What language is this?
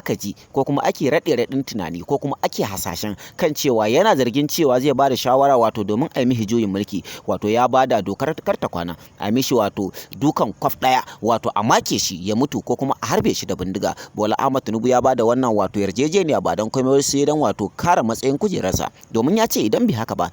Hausa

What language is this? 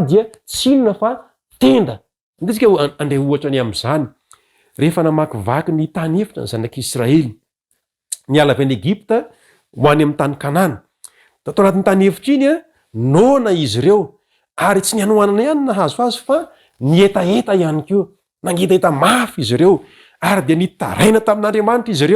Malagasy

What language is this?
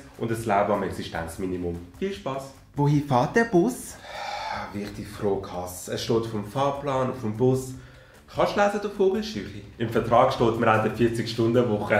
Swiss German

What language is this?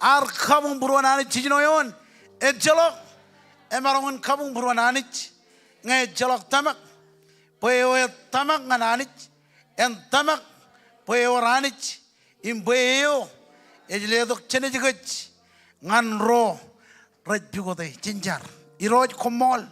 Marshallese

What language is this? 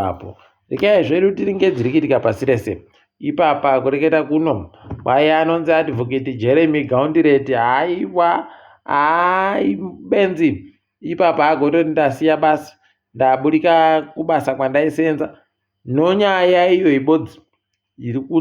Ndau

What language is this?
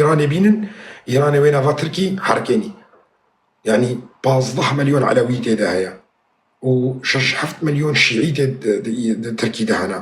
Kurdish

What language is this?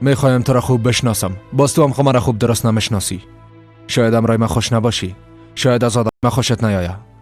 Persian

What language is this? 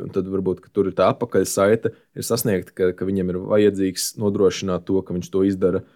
Latvian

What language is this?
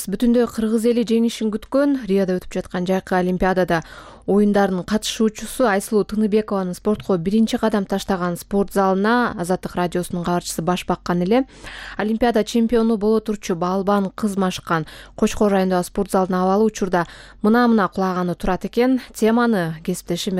Kyrgyz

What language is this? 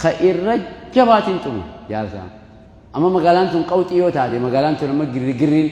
Oromo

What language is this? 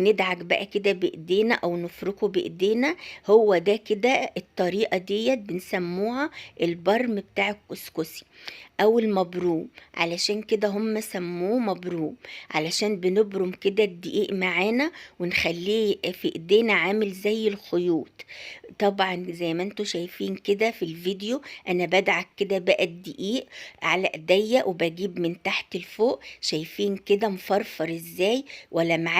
Egyptian Arabic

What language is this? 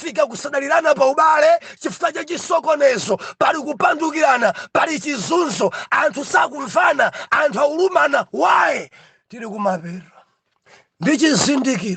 Nyanja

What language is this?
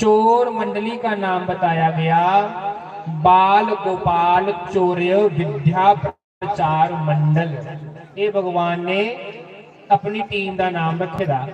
Dogri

